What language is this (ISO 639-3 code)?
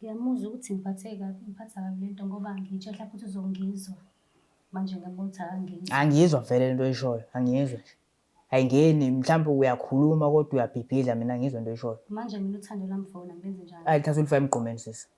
zul